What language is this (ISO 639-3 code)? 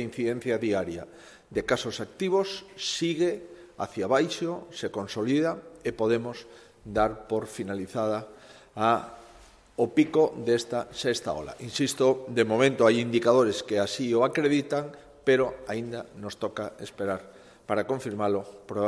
glg